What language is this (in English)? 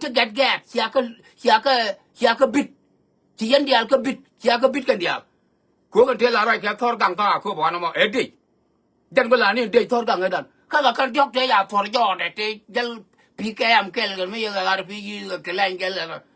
Nuer